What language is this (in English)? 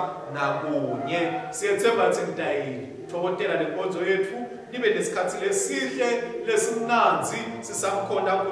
Swati